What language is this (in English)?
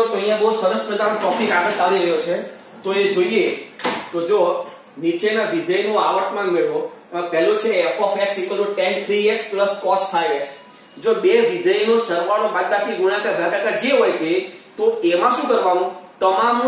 Gujarati